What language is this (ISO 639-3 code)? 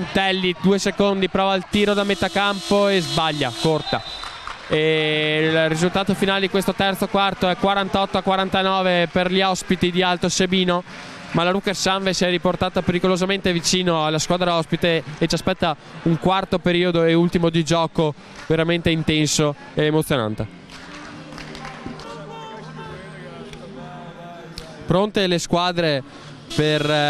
ita